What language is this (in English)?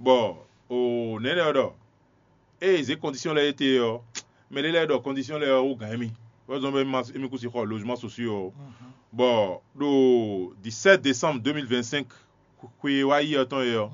Fon